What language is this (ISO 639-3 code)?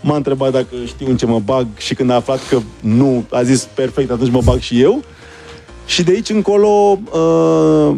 ron